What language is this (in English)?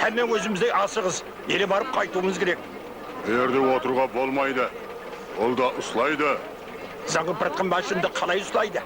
Kara-Kalpak